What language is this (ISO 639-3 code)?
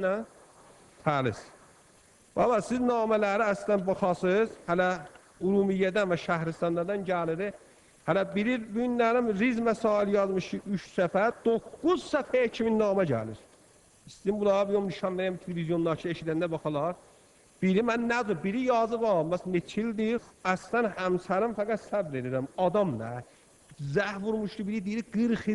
aze